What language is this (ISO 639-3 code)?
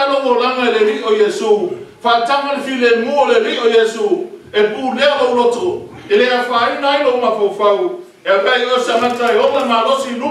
smo